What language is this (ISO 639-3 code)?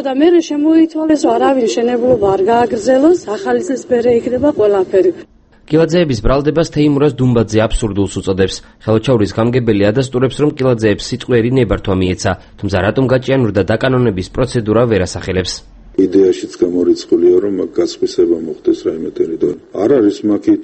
kat